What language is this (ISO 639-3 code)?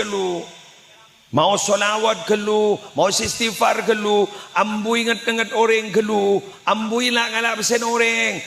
mad